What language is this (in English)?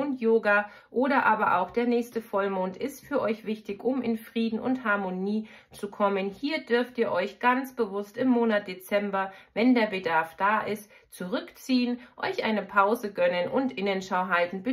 German